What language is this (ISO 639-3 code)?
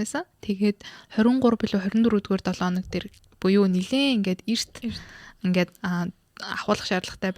mon